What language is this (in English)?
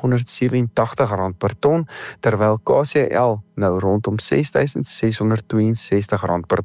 Afrikaans